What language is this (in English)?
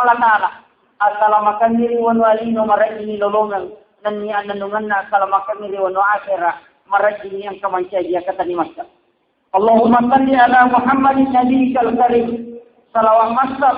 Buginese